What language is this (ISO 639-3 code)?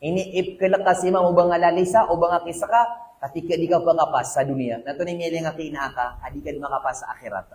mrw